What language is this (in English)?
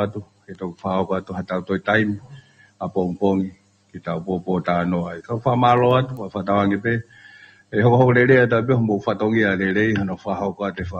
Tongan